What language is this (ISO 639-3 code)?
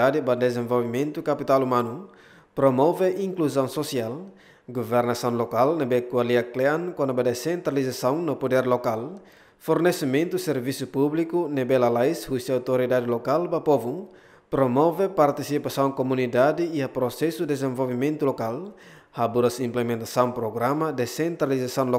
tet